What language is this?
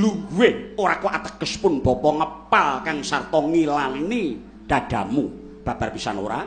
Javanese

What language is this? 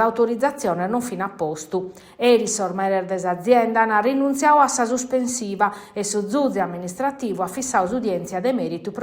Sardinian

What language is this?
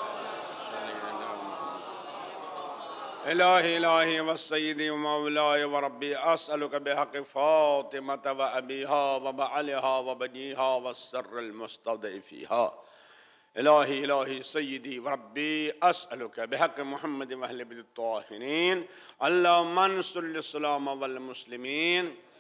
Urdu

